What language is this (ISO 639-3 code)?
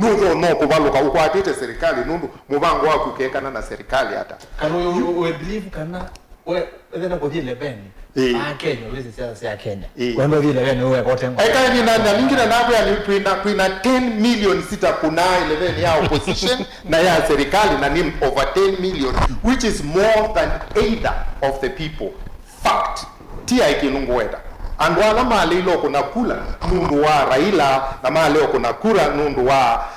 kam